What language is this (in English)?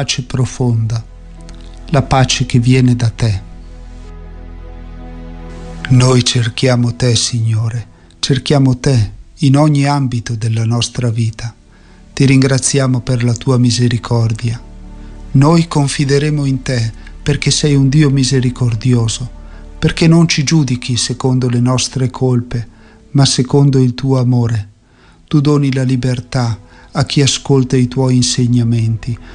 Italian